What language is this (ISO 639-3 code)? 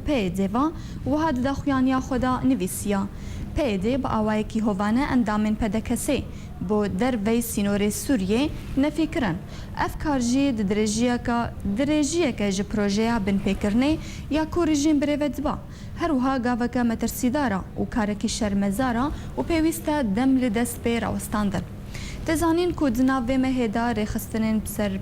kur